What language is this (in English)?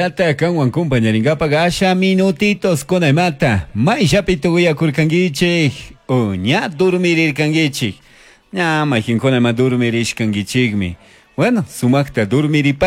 Chimborazo Highland Quichua